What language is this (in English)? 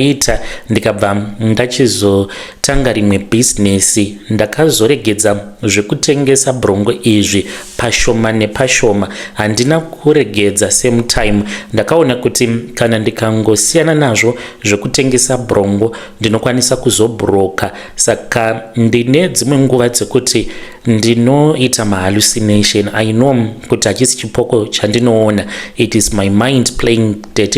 Shona